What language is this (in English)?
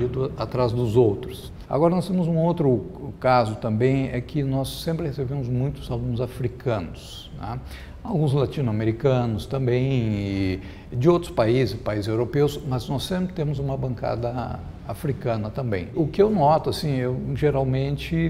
Portuguese